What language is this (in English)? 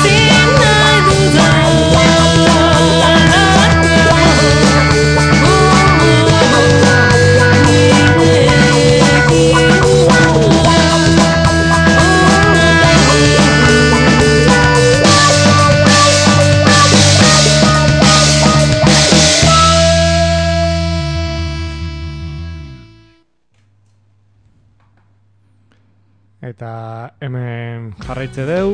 Basque